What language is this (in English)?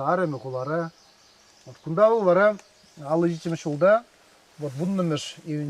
Chuvash